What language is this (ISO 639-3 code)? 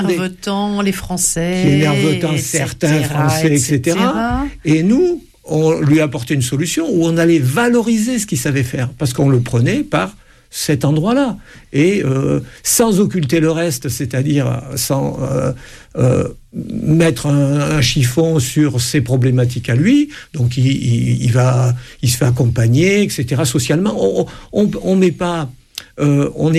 fra